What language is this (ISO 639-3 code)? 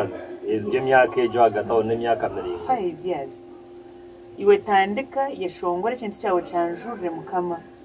nyn